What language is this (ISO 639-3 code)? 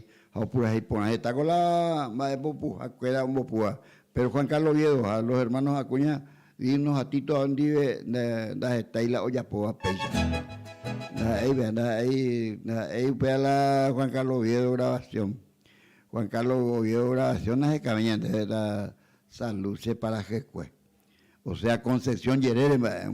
grn